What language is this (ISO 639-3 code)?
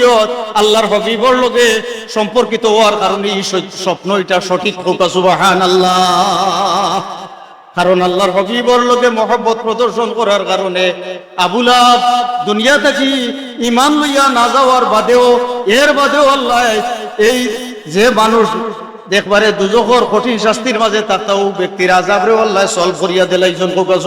syl